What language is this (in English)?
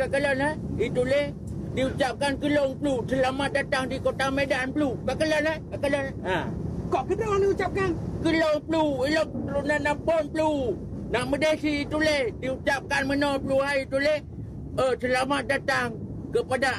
Achinese